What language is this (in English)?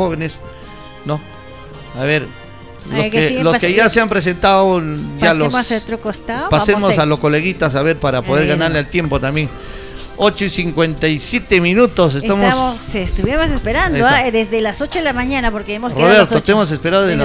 Spanish